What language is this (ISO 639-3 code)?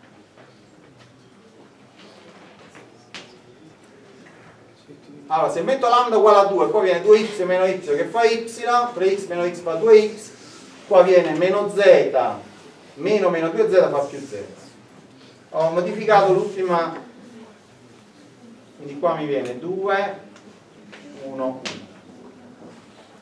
ita